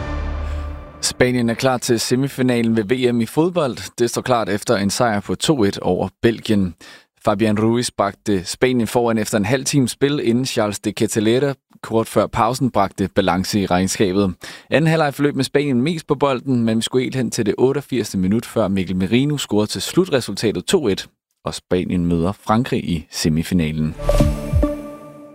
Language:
Danish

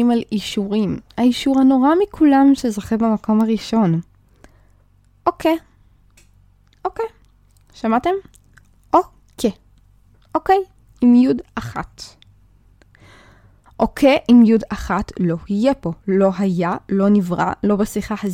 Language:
Hebrew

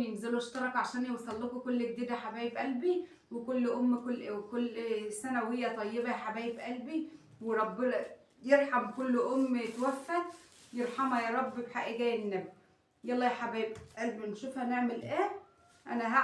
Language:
Egyptian Arabic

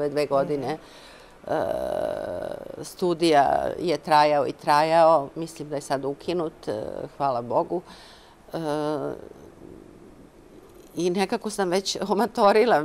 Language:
Serbian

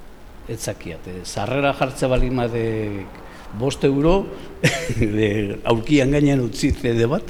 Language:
Basque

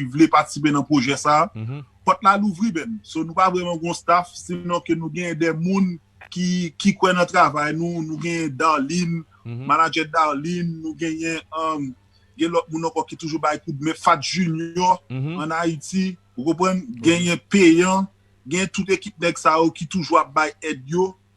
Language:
Haitian Creole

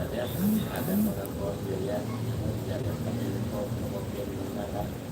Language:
Banjar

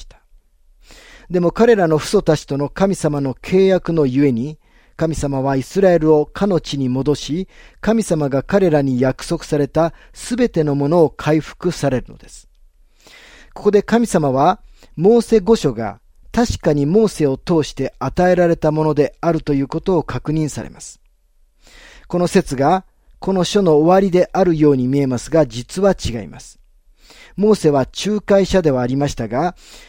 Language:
Japanese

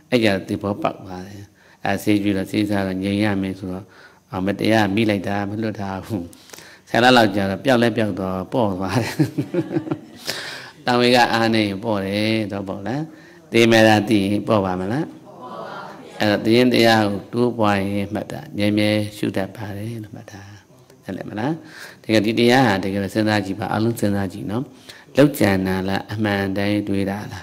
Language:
Burmese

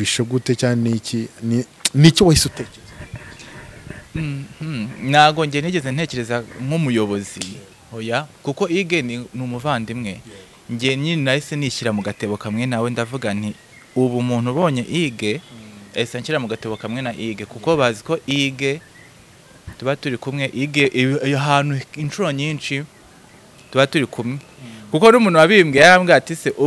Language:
Kinyarwanda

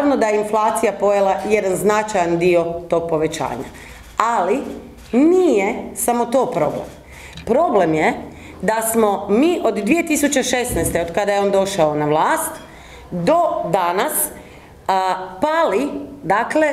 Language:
Croatian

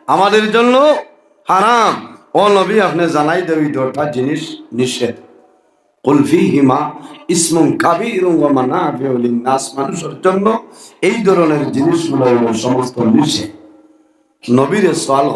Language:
Sylheti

